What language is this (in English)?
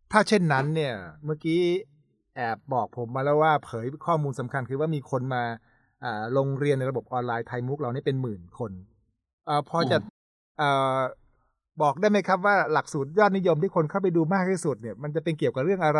Thai